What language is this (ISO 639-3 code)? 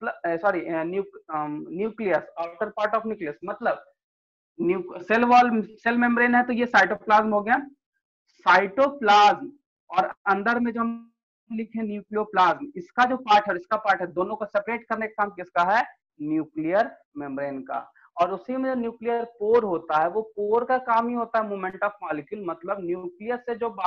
hin